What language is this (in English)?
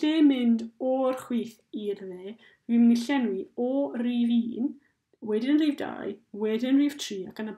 Welsh